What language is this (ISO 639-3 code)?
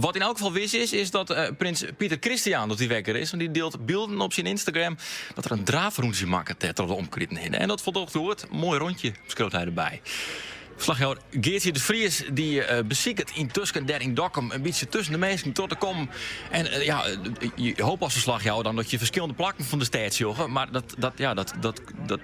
fry